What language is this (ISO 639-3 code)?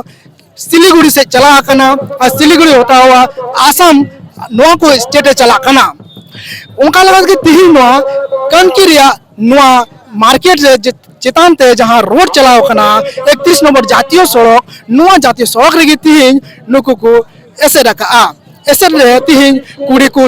sat